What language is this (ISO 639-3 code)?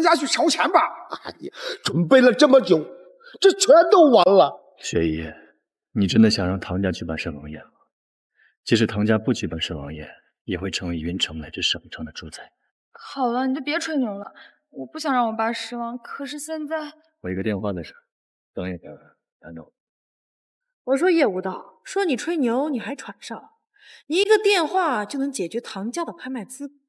zho